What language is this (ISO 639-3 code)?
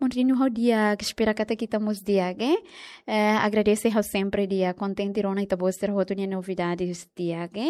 tet